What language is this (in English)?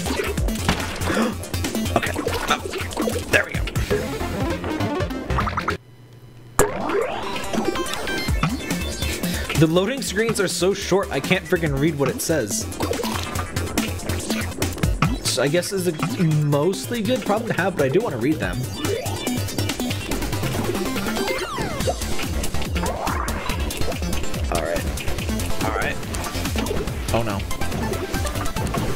English